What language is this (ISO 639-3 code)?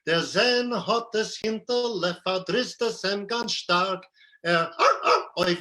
yid